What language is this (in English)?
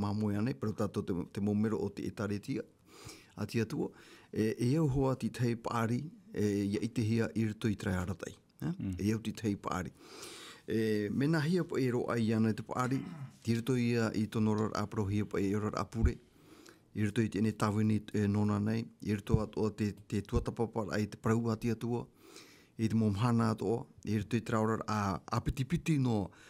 Tahitian